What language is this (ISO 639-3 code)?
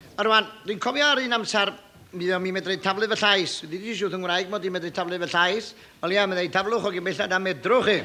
cym